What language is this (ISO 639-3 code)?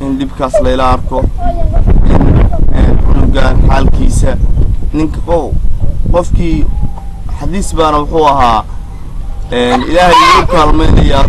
som